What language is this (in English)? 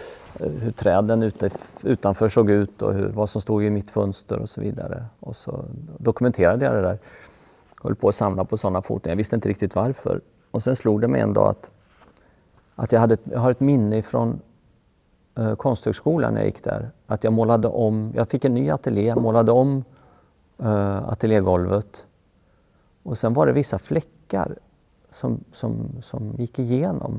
Swedish